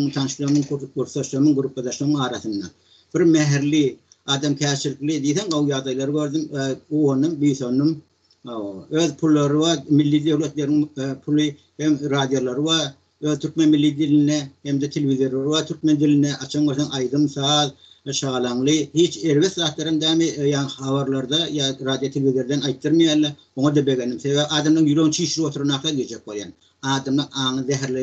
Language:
Turkmen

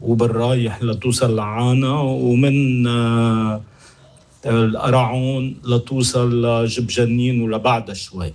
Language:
North Levantine Arabic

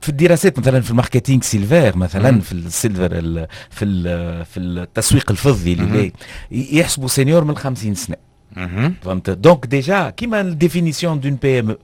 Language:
Tunisian Arabic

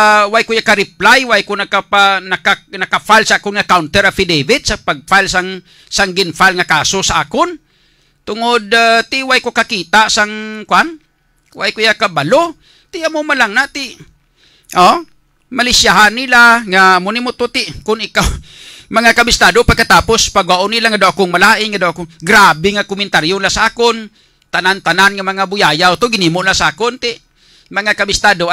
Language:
Hiligaynon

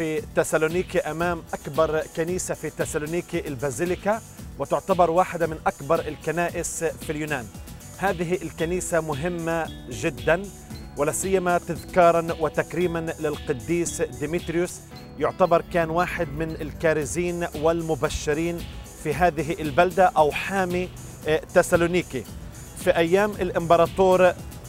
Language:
Arabic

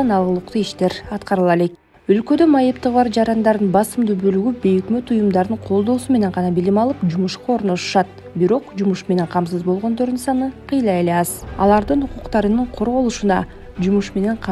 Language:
Kyrgyz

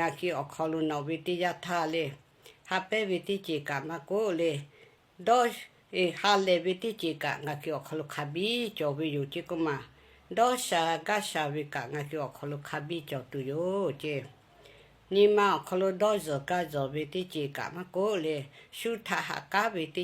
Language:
Lahu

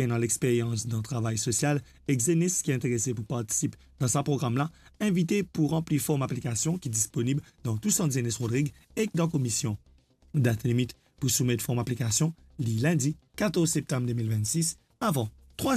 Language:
Morisyen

